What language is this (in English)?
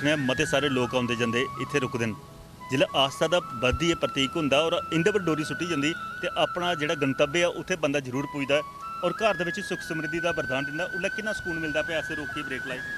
Dogri